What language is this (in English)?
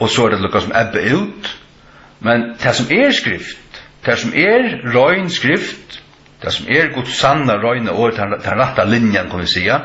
Faroese